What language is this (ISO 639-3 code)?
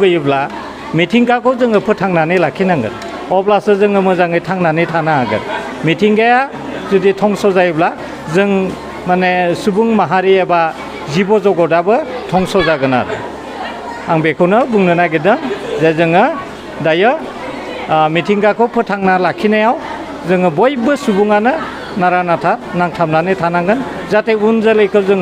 brx